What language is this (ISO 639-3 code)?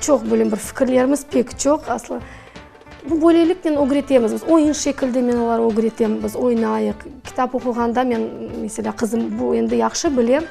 crh